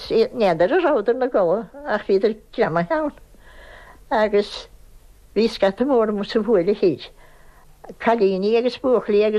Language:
Irish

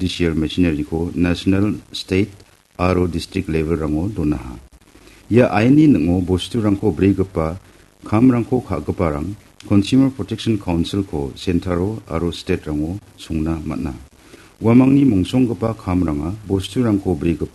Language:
Garo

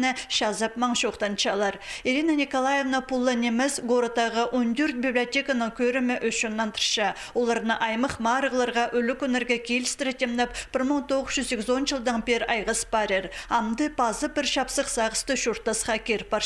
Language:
Khakas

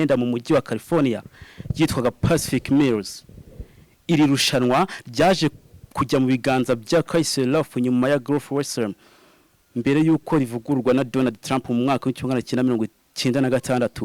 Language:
Kinyarwanda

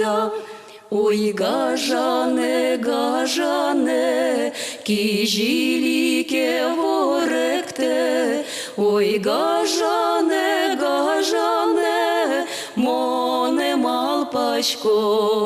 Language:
Udmurt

